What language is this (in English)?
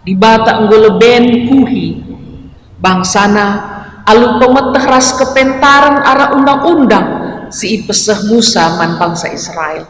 Batak Karo